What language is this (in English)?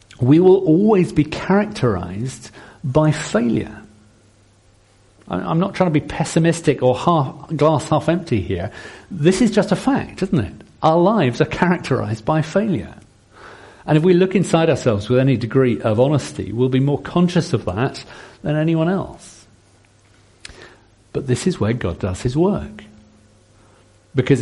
English